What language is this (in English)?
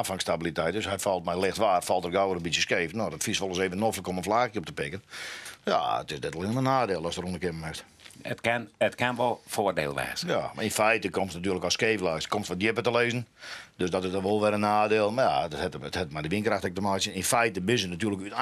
Western Frisian